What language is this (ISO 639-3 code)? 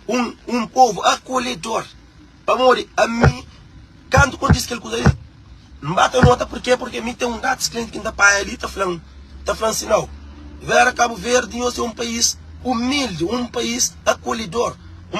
kea